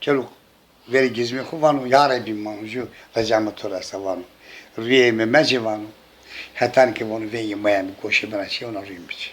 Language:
Zaza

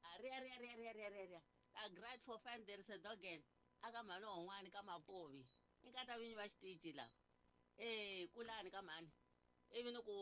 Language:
Tsonga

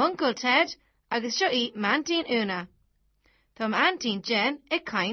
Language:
Irish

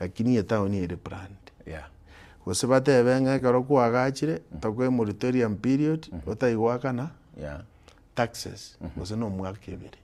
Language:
Gusii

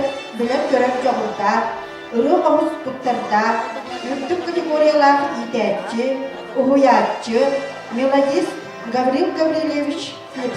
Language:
Yakut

